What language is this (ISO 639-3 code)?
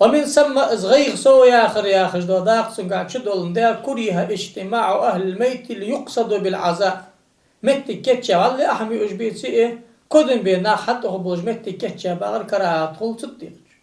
inh